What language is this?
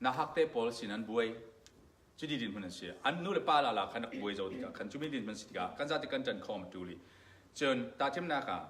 Falam Chin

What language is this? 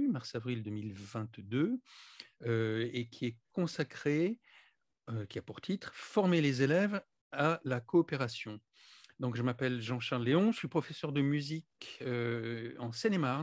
French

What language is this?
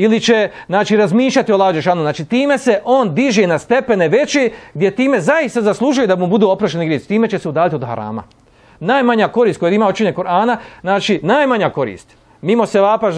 Bosnian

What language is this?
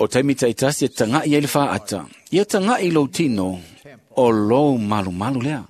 Samoan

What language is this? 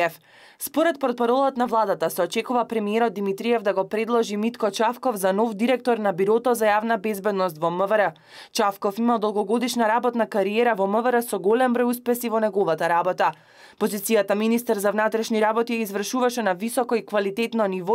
Macedonian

